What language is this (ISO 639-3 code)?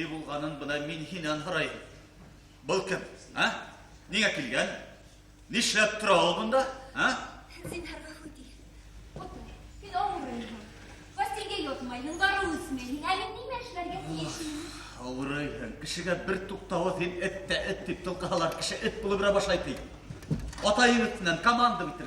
bak